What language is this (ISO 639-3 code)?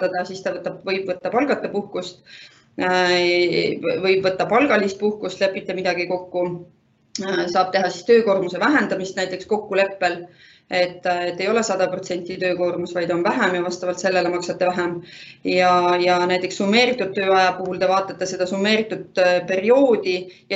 est